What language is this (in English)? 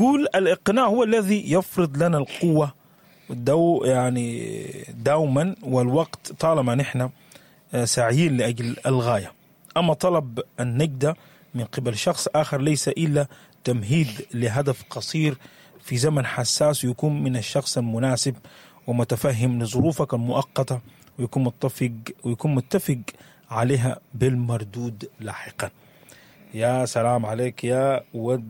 Sudanese Arabic